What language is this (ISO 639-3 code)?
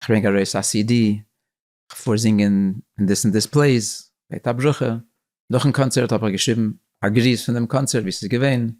yid